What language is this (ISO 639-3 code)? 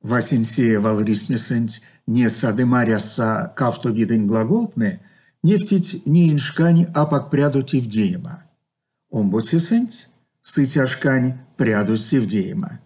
myv